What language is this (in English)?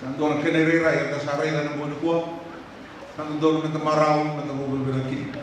Fijian